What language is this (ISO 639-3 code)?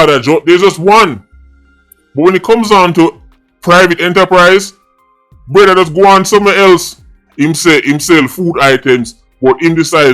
jam